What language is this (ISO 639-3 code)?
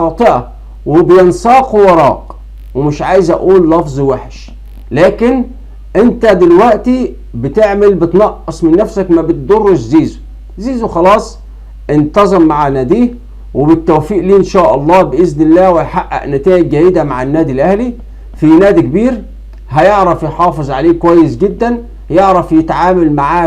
arz